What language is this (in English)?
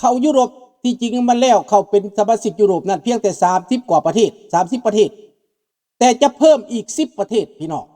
Lao